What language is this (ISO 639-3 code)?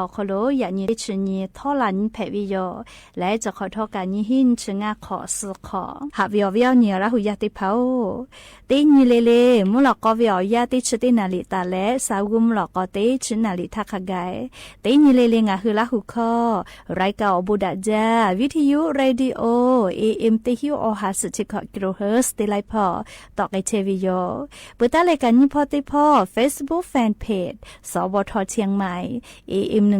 lhu